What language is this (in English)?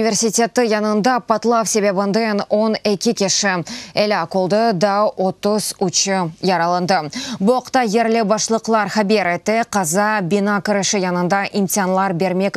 Crimean Tatar